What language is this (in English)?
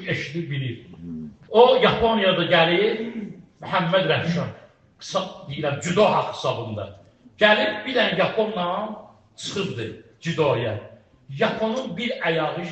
Azerbaijani